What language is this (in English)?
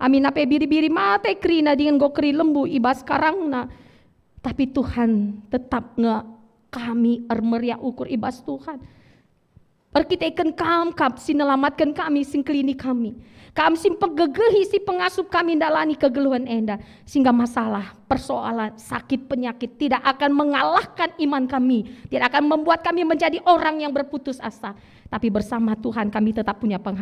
Batak Karo